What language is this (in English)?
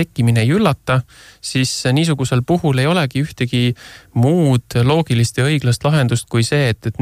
Estonian